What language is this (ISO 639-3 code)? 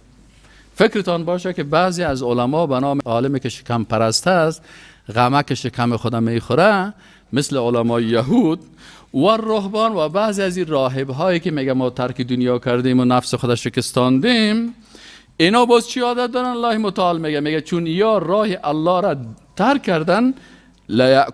fas